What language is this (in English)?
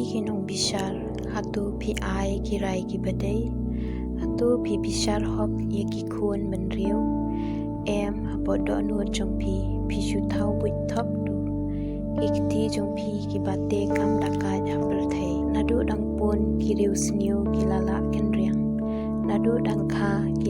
Khasi